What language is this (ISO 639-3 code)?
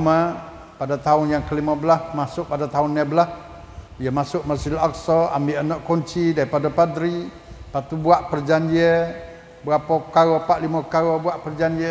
msa